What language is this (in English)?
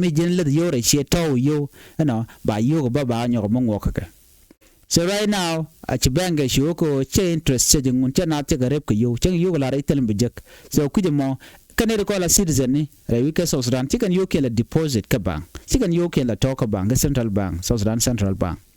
Nuer